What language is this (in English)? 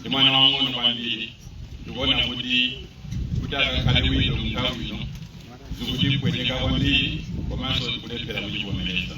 Nyanja